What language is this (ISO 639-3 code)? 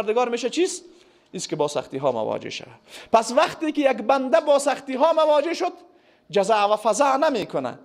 fas